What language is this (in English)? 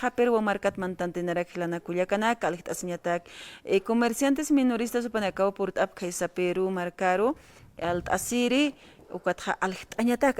Aymara